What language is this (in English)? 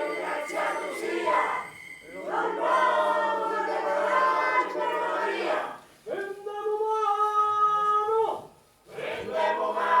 Sicilian